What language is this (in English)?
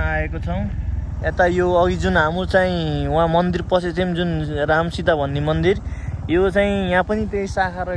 Nepali